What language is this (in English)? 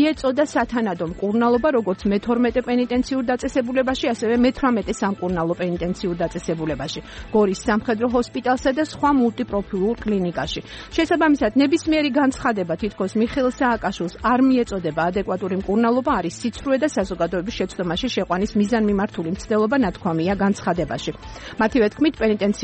Georgian